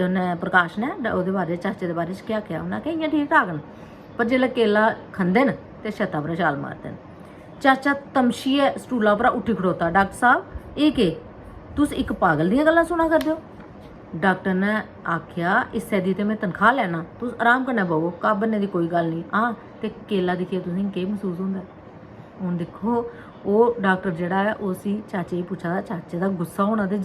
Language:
Dogri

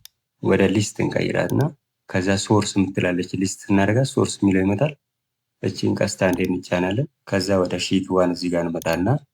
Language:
Amharic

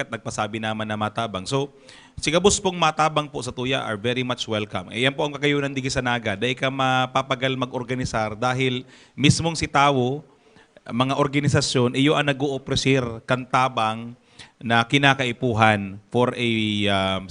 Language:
Bikol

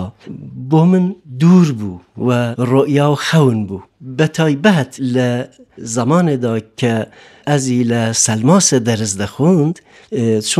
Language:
Kurdish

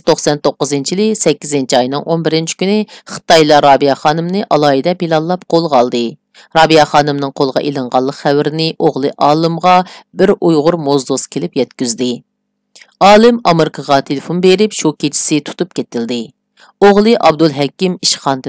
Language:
Uyghur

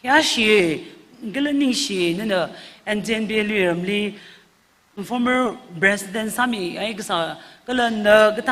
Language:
Tangkhul Naga (India)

